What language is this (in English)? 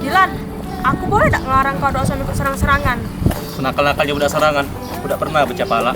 Musi